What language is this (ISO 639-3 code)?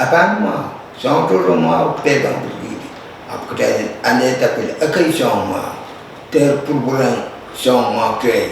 pon